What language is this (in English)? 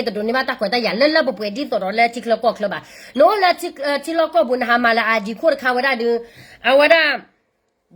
S'gaw Karen